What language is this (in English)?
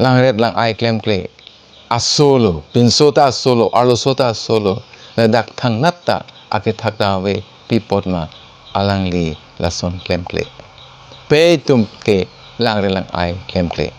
Karbi